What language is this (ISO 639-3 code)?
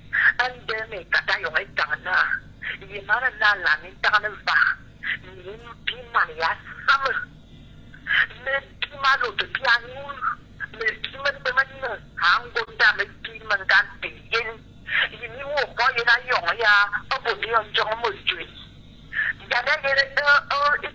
fra